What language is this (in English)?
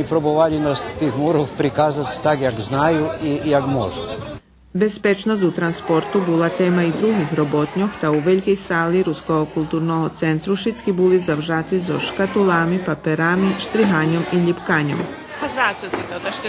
Rusyn